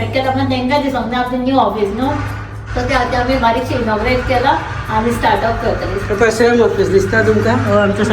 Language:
Konkani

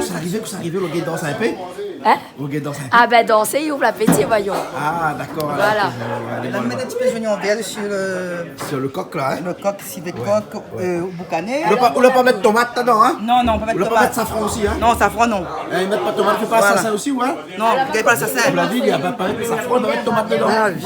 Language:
Réunion Creole French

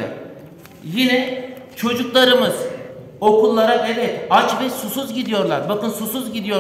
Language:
Turkish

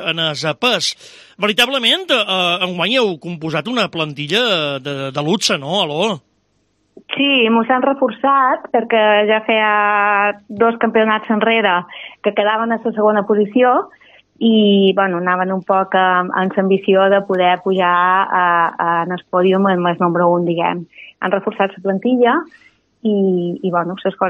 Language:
Catalan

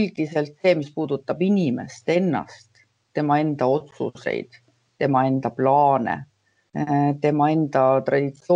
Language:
Estonian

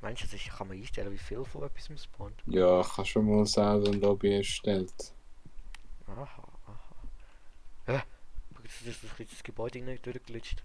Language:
Swiss German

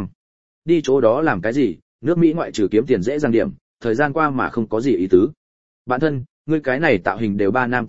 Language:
Vietnamese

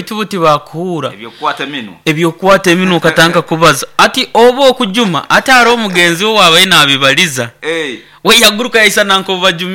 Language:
Nyoro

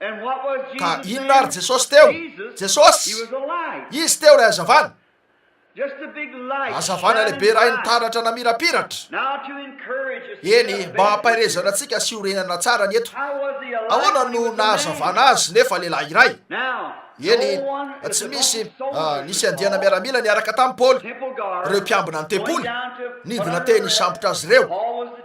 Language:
Malagasy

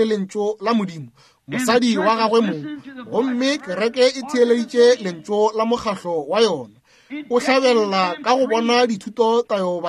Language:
Northern Sotho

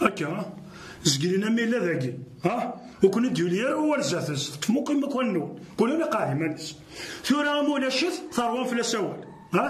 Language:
Kabyle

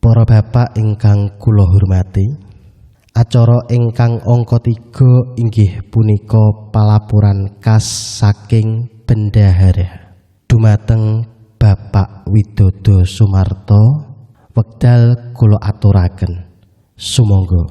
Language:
Javanese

